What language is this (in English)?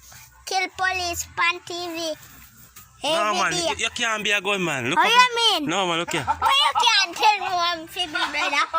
Jamaican Creole English